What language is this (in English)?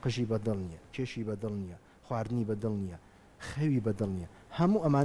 Central Kurdish